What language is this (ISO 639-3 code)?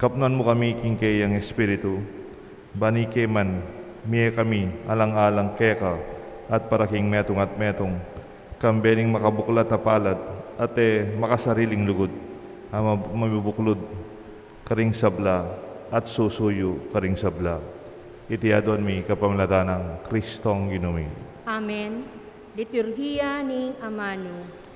pam